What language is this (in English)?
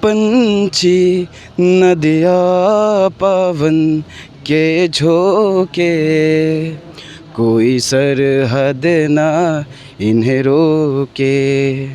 Karbi